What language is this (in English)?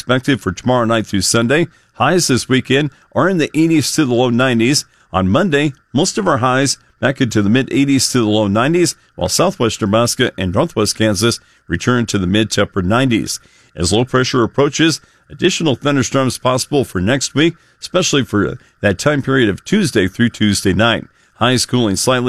English